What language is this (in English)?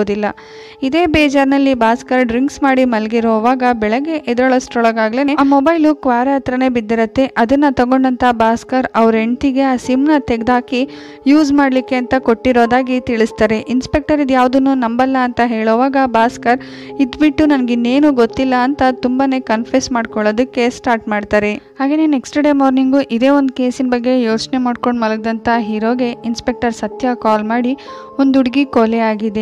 Kannada